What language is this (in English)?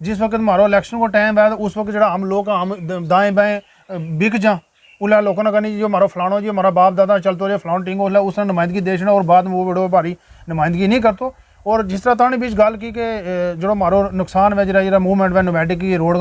Gujari